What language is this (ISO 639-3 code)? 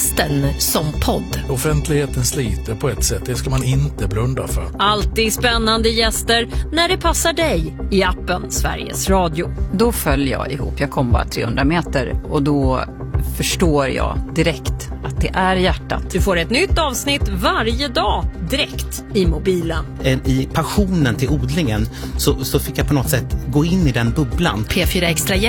swe